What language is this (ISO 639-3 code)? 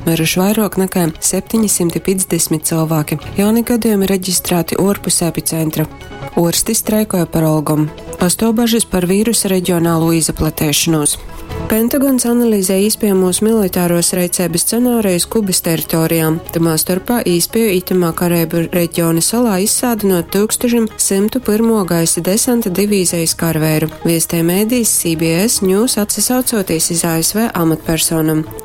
ltg